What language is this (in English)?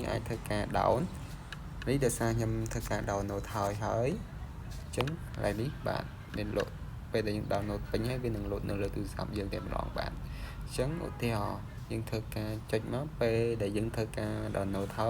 Khmer